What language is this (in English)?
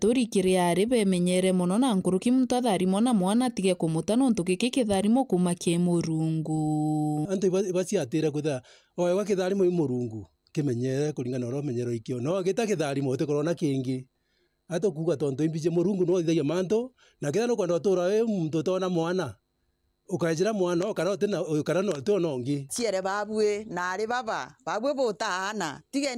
Meru